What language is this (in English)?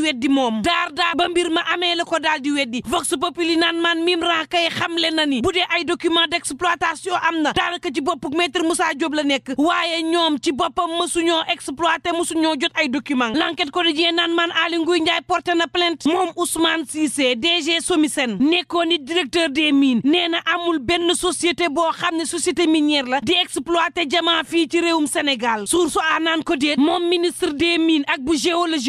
Wolof